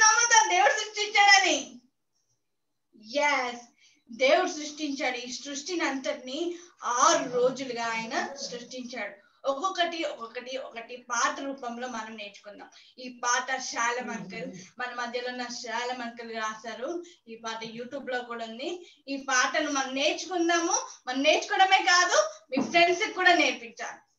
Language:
Telugu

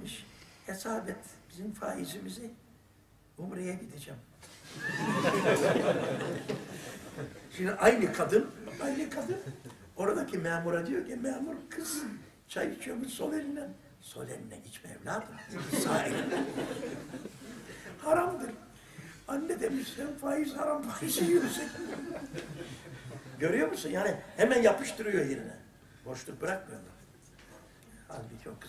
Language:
Turkish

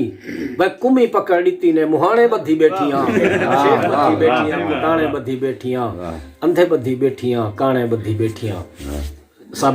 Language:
Saraiki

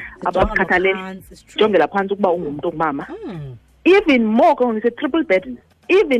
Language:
Xhosa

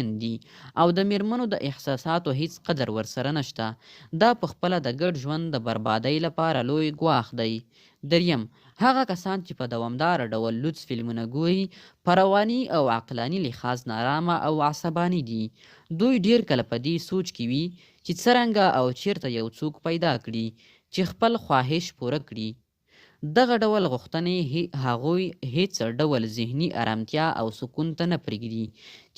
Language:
Pashto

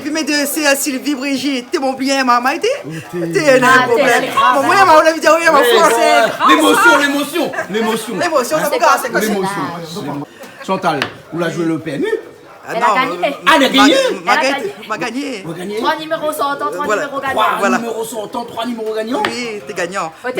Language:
Réunion Creole French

